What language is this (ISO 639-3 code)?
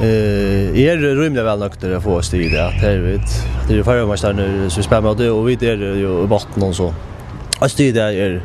fao